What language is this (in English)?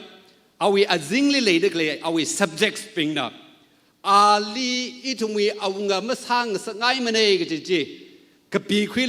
Tangkhul Naga (India)